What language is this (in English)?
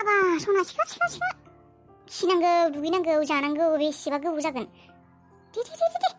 Bodo